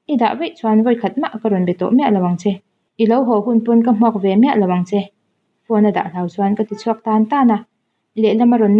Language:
Mizo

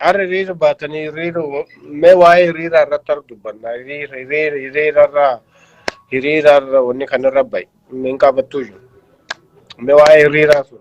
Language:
Oromo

